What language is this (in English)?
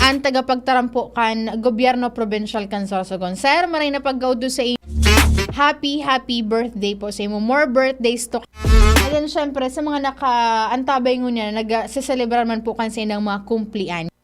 Bikol